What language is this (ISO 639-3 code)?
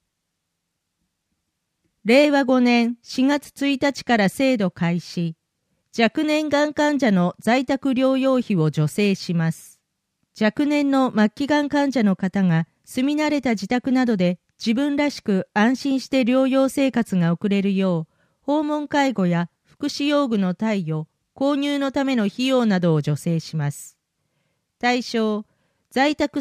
jpn